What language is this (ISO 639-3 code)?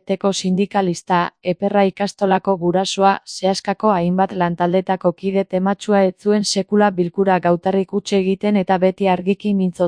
eus